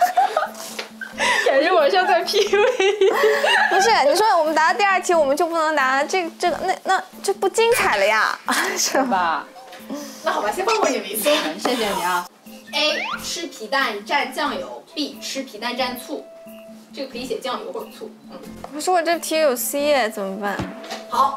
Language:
Chinese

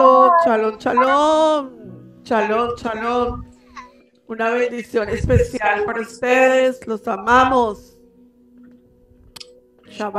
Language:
Spanish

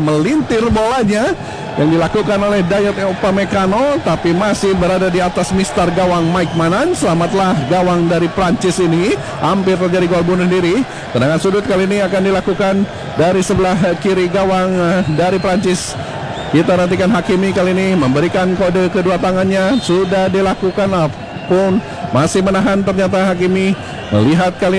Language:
Indonesian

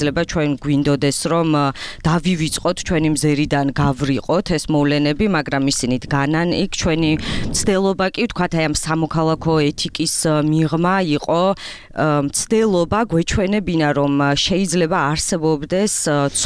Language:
Georgian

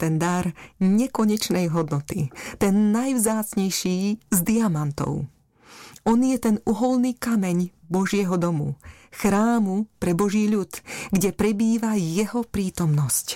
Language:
Slovak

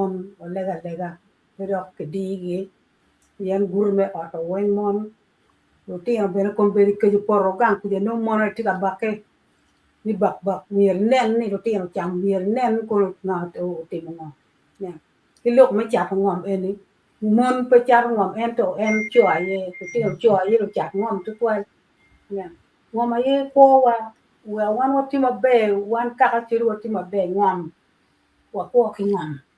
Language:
Acoli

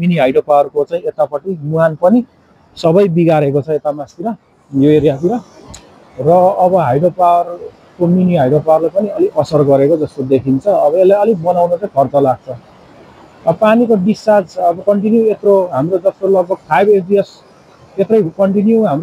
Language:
Nepali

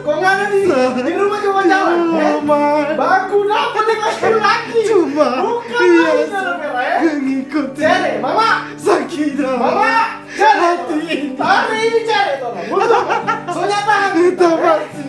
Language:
Manado Malay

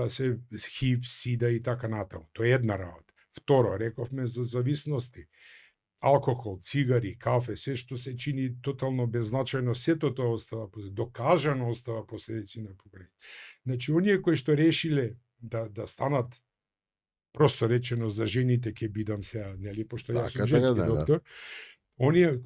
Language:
Macedonian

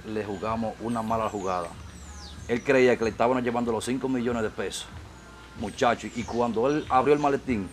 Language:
Spanish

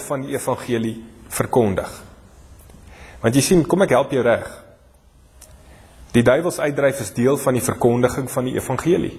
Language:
Afrikaans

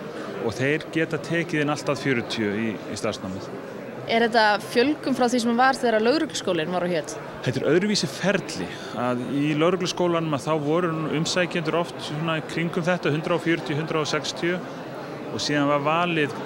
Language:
Icelandic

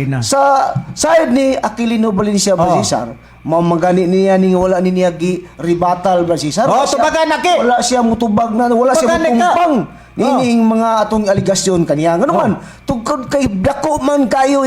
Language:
Cebuano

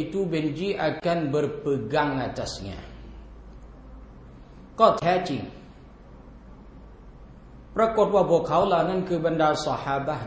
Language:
Thai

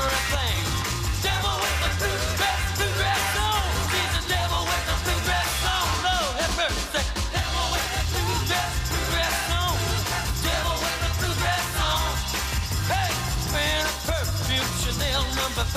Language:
English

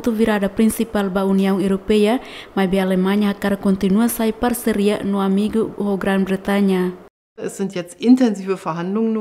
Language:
Tetum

